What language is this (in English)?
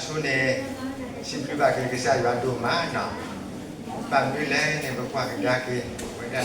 S'gaw Karen